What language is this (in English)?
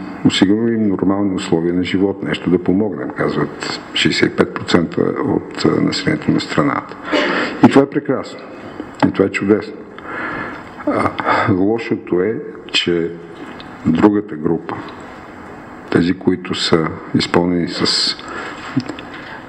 Bulgarian